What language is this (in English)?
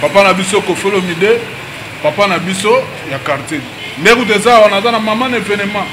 Lingala